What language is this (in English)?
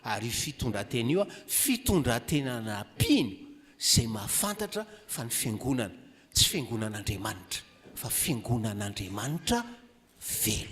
Malagasy